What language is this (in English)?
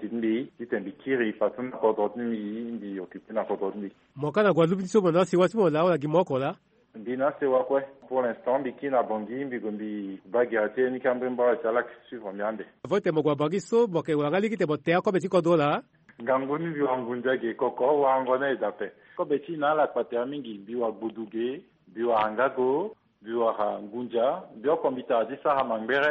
Sango